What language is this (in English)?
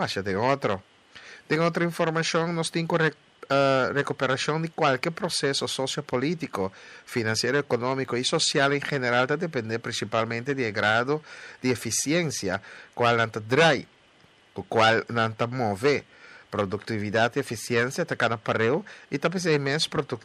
Papiamento